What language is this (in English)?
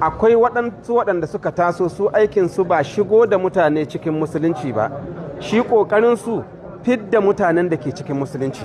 Hausa